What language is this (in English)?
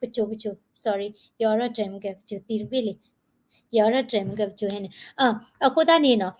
S'gaw Karen